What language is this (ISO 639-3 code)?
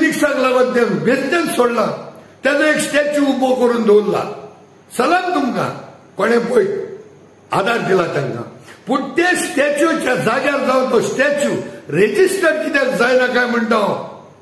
kok